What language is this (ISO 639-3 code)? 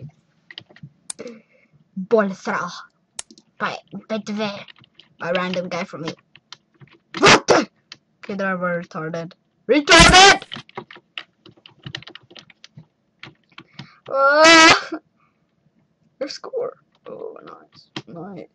swe